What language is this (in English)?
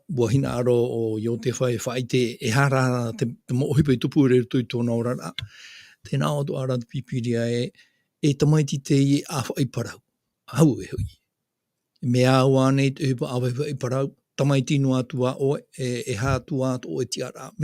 Tahitian